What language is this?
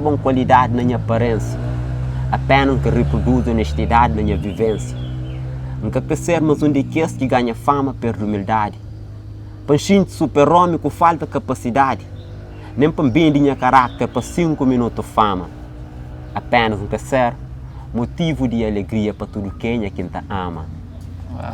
Kabuverdianu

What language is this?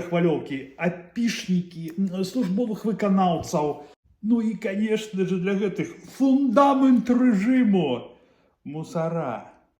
Belarusian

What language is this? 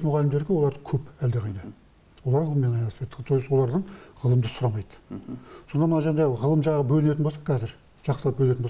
Kazakh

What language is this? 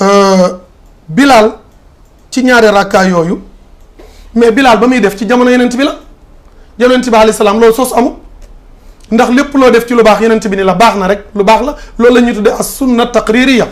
Wolof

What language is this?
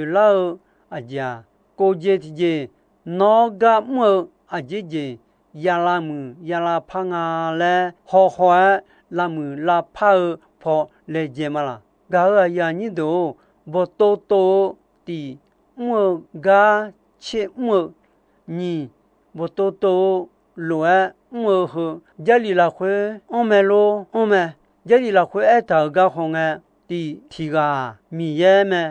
Akha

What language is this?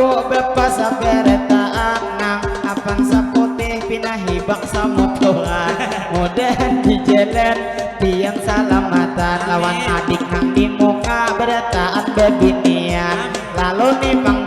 Banjar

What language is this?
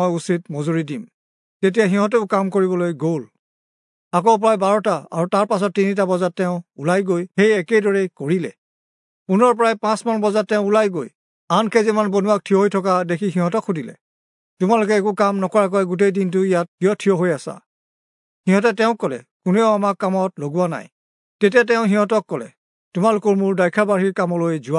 Assamese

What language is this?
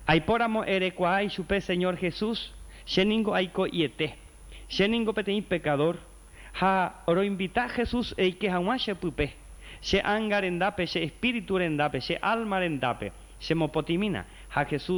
Guarani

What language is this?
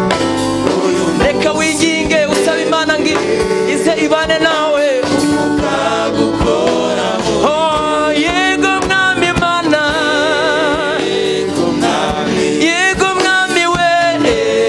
Kinyarwanda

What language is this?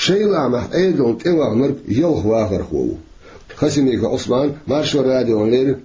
Chechen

